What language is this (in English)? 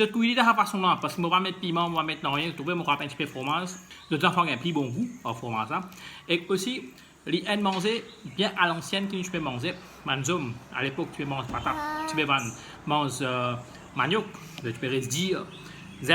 Morisyen